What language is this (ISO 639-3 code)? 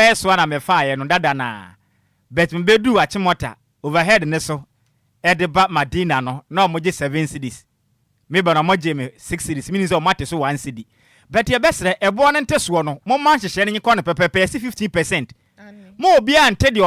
aka